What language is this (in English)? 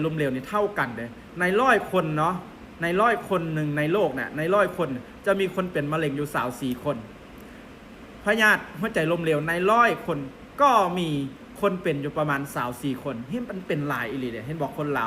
Lao